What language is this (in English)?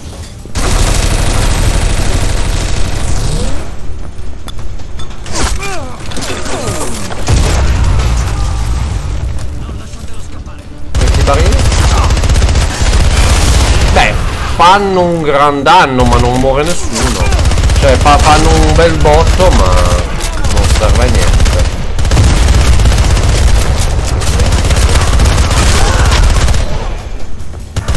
Italian